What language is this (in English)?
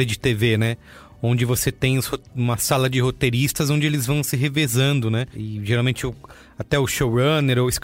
Portuguese